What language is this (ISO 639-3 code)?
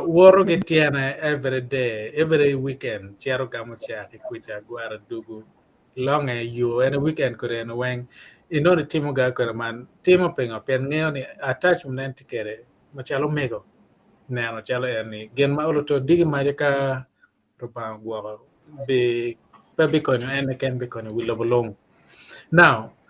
ach